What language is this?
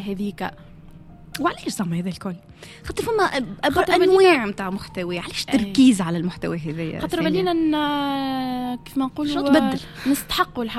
Tunisian Arabic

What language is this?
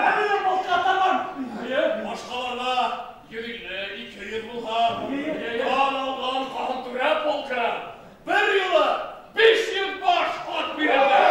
Bashkir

